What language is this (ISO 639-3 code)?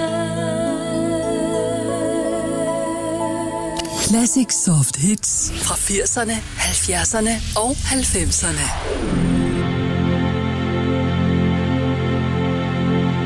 dan